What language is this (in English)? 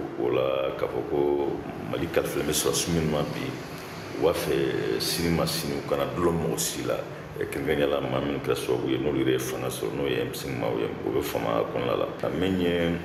Bambara